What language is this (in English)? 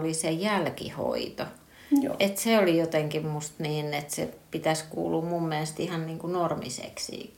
Finnish